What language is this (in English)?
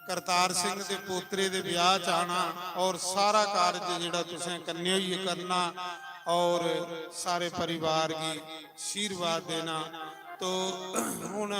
Dogri